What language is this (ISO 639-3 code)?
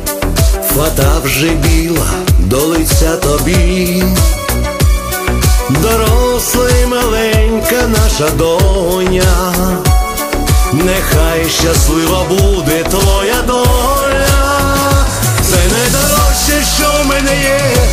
ukr